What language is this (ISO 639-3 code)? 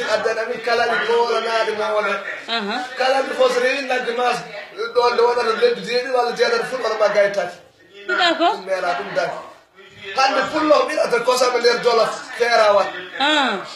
ful